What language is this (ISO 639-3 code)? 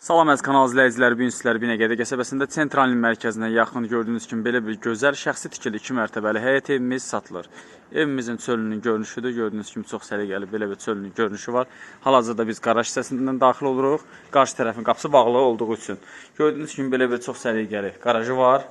aze